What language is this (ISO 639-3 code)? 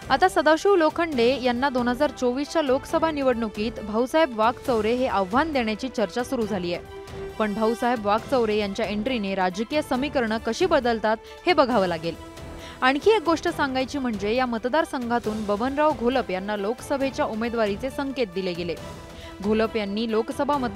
mar